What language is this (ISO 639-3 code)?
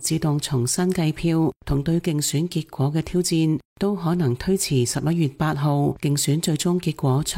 yue